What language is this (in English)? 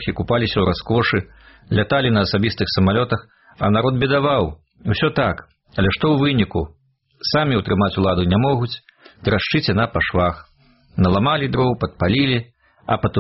Belarusian